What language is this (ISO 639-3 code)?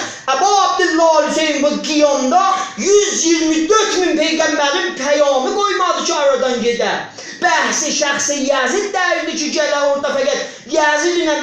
azb